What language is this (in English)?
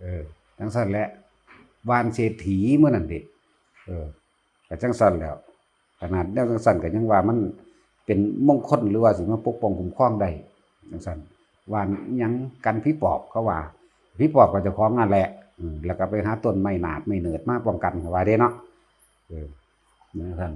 Northeastern Thai